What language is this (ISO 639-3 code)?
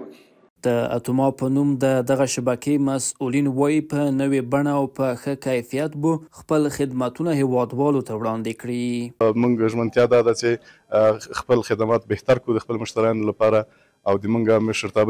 pus